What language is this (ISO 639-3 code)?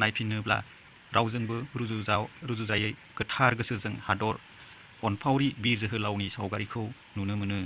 brx